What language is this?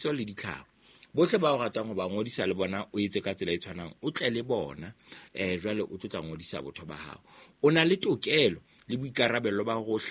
Southern Sotho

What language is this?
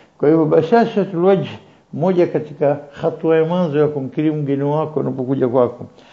Swahili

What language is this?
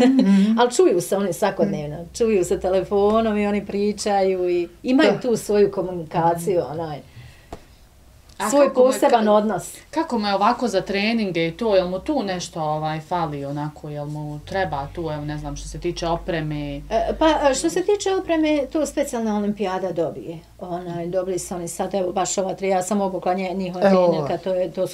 Bosnian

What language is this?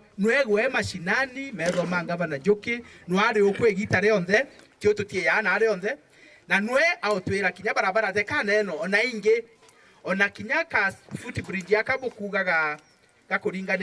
Meru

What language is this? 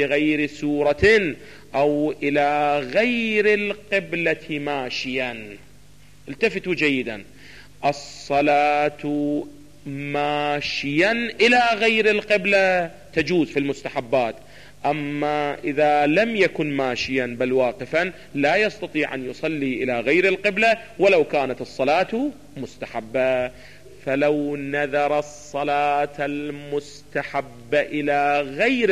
Arabic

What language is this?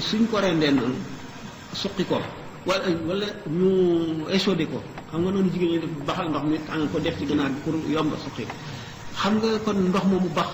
Wolof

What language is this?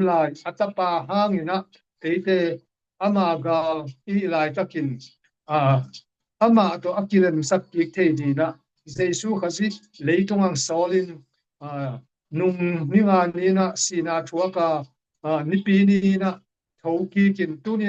Tedim Chin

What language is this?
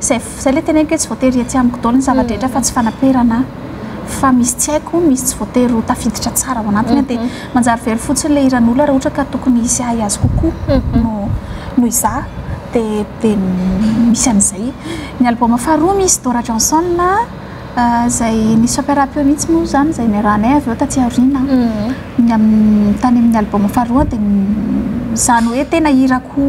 Malagasy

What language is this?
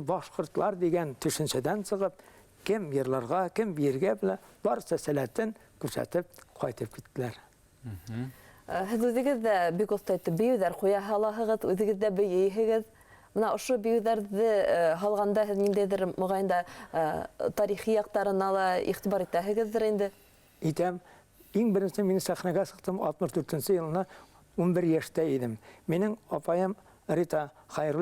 Bashkir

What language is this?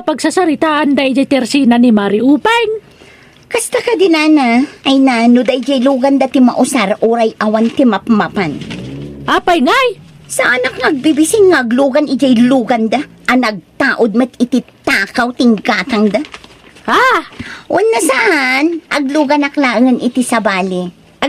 Iloko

